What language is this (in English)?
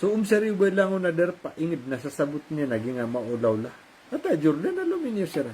Maranao